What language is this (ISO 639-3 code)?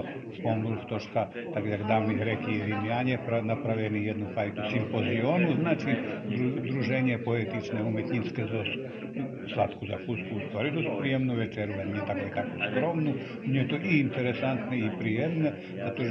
rue